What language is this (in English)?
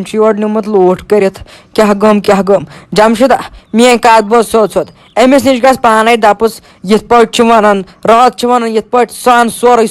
Kashmiri